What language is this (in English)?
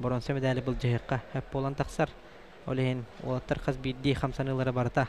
Yakut